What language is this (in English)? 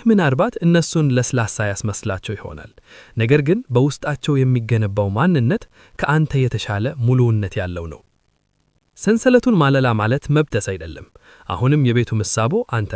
Amharic